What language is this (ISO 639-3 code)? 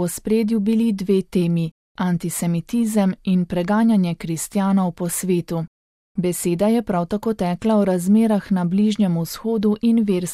slv